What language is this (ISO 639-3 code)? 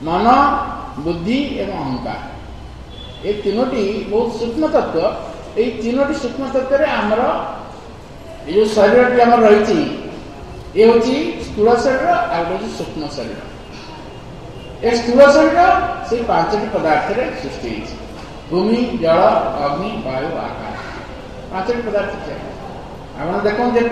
ori